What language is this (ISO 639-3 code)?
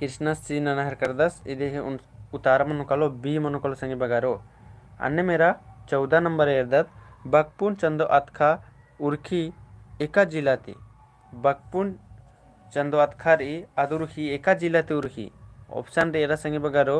kru